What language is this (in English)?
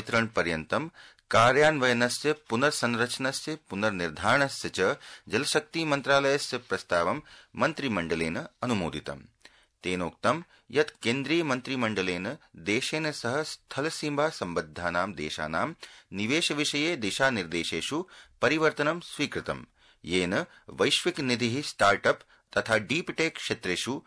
Sanskrit